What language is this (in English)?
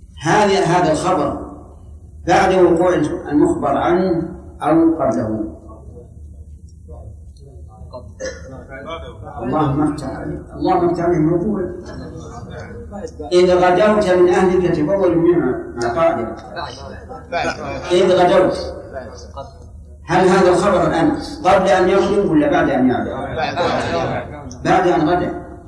Arabic